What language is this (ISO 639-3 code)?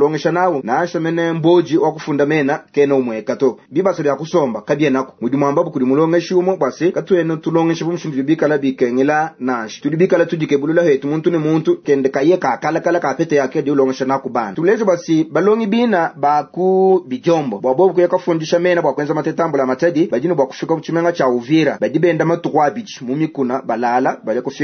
lua